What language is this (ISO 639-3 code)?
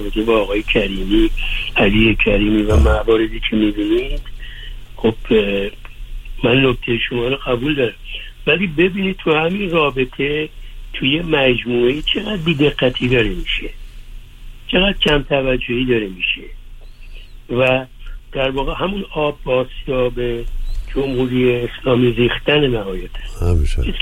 fas